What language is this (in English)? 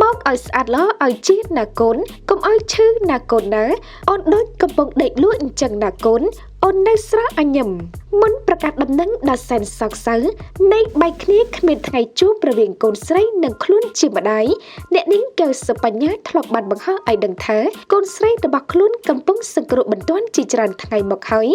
Khmer